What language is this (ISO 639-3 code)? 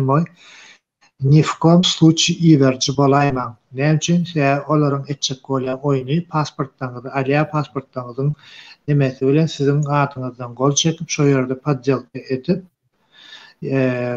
tuk